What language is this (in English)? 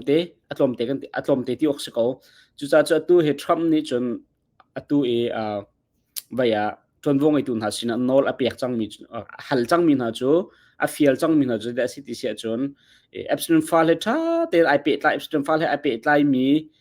Hakha Chin